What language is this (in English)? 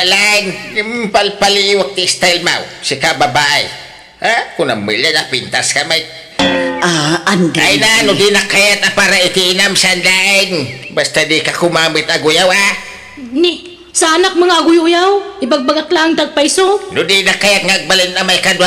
Iloko